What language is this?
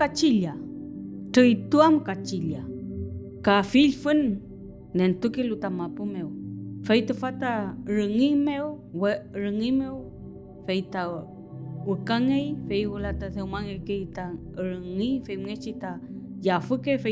Mapuche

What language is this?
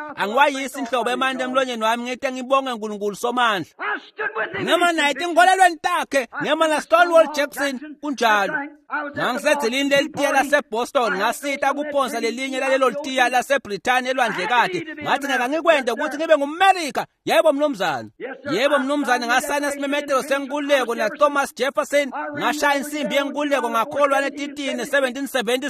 Swati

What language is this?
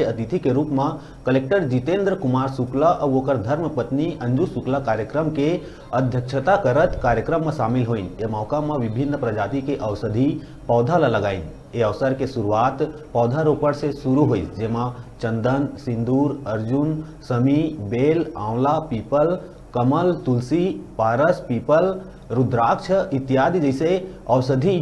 Chhattisgarhi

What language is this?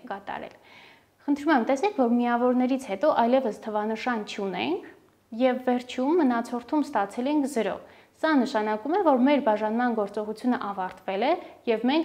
Armenian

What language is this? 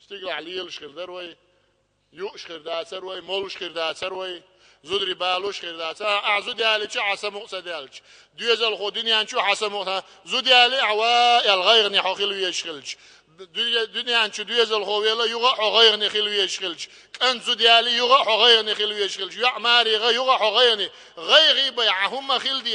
Chechen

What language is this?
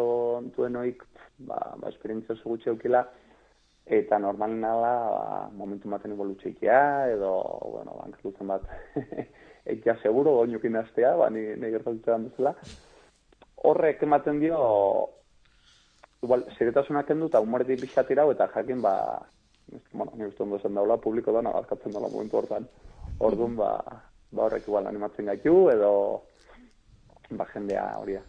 Basque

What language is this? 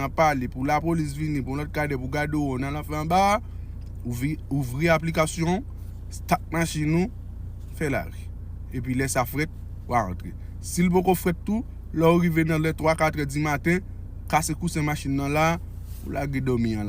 Haitian Creole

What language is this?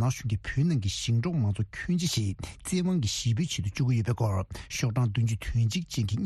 Tibetan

